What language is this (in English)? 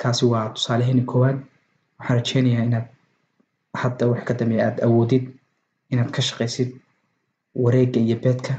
Somali